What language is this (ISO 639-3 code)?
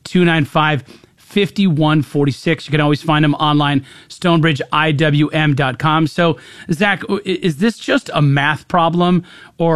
eng